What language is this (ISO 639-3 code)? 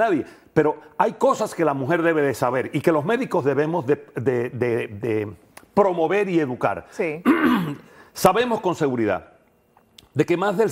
spa